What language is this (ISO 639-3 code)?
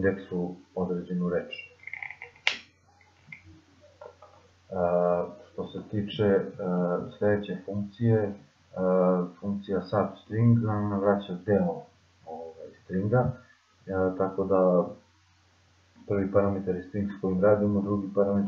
srp